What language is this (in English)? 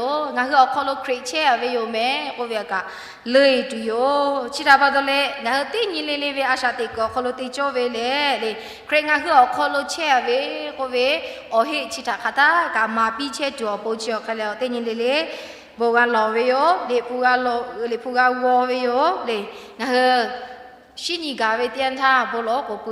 Lahu